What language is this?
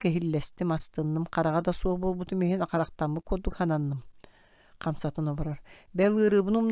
Yakut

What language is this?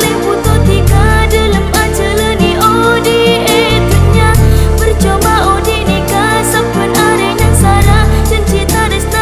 Madurese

